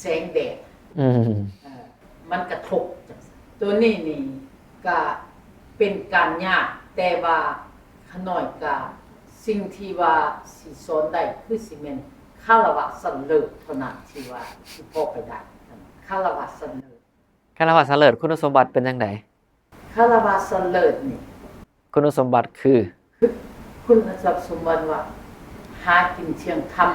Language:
Northeastern Thai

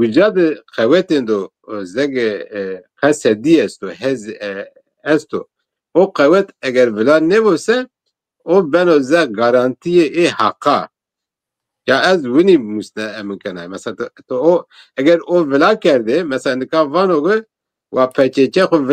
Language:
Zaza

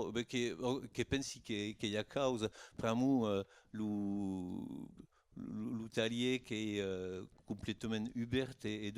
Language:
Occitan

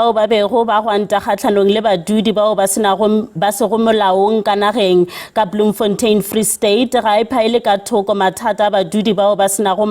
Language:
Northern Sotho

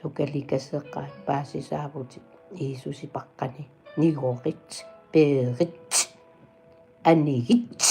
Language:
Kalaallisut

